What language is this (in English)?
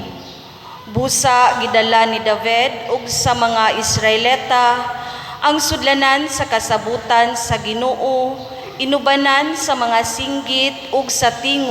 Cebuano